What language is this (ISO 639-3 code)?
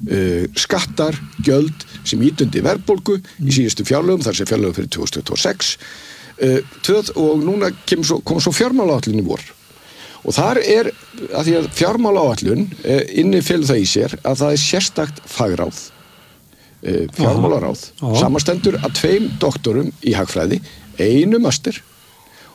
isl